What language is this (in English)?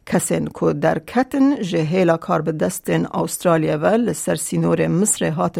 Kurdish